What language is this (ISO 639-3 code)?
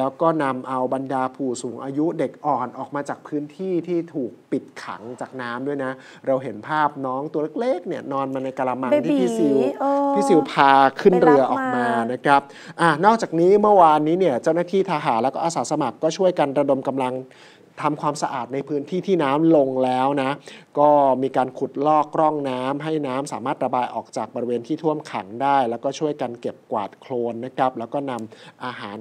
tha